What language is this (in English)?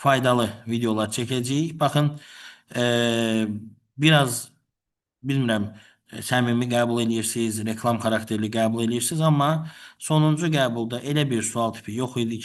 Azerbaijani